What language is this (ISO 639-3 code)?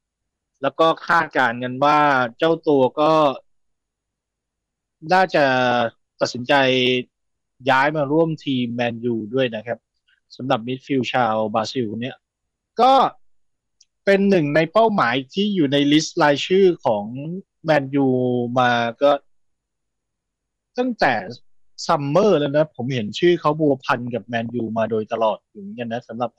tha